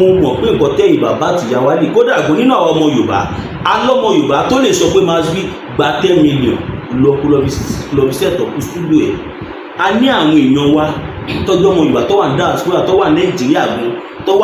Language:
Yoruba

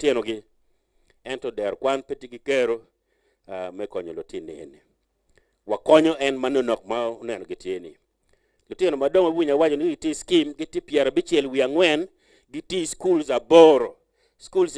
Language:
Acoli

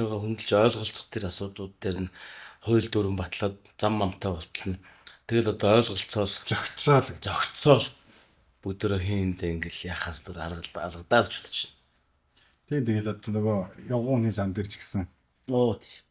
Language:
Mongolian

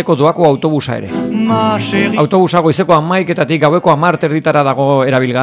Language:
Basque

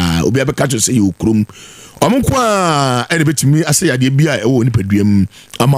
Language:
Akan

